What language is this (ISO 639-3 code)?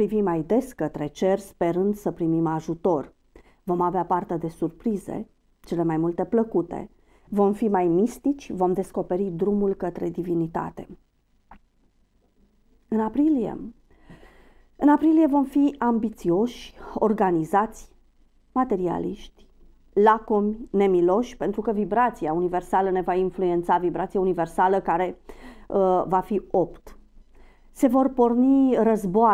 ron